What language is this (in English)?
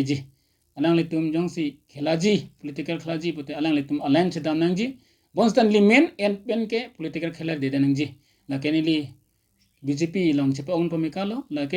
Karbi